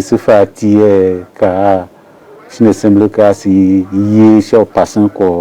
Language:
Tiv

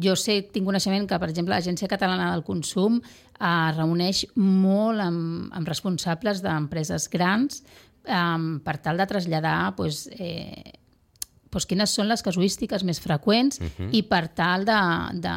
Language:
Catalan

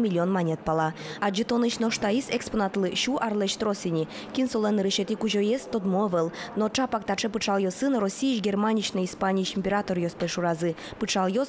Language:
Udmurt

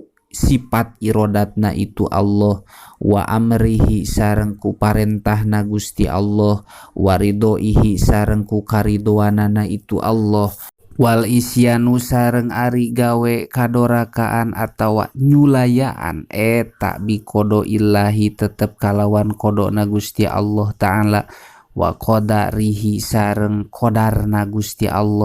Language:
Sundanese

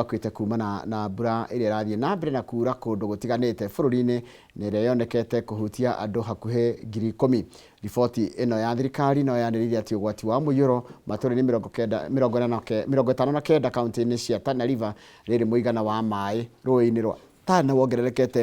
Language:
Kikuyu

